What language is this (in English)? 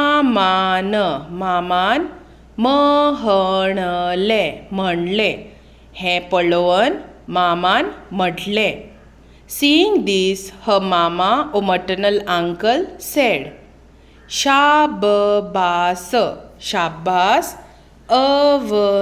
Konkani